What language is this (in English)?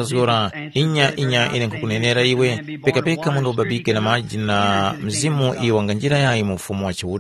Tumbuka